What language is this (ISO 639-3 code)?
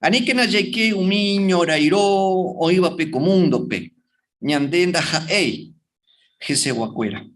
grn